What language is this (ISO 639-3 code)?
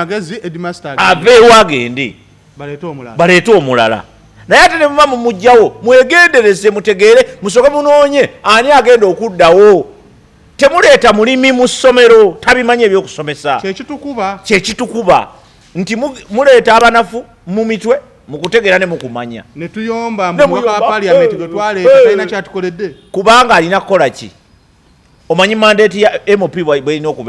lug